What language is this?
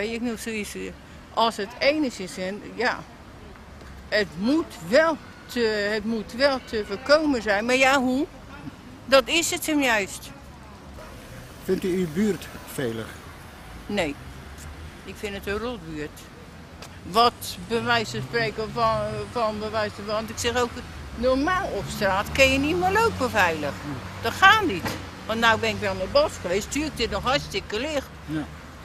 Dutch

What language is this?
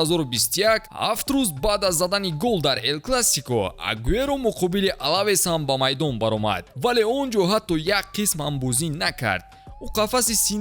Tajik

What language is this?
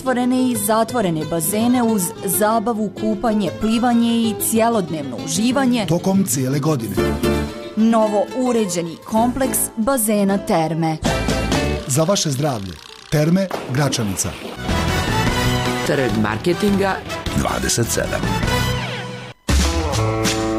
Bosnian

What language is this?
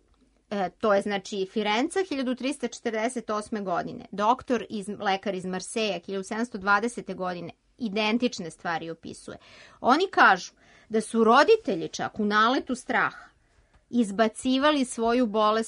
Serbian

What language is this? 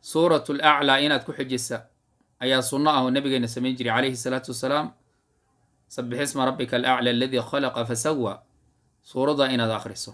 Somali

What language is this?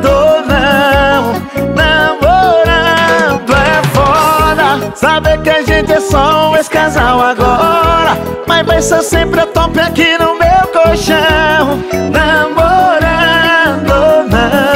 Portuguese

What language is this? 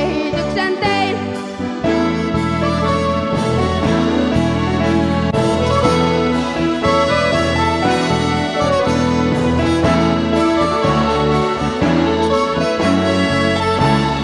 Finnish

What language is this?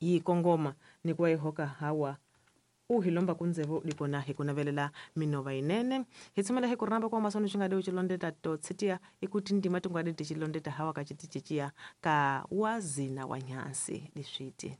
Tsonga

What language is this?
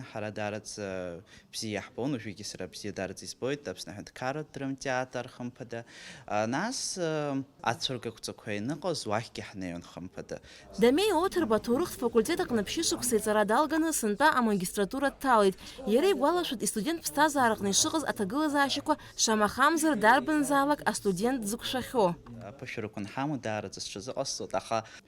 Abkhazian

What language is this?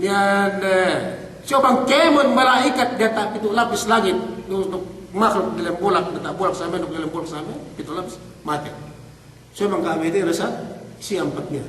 Yakan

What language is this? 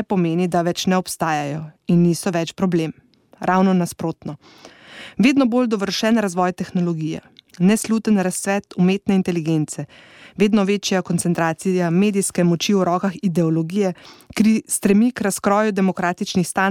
Slovenian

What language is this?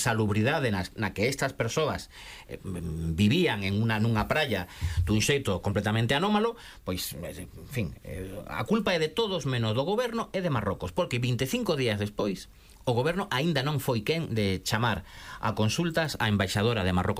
Galician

